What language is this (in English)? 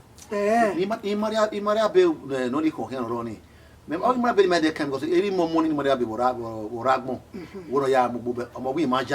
Bini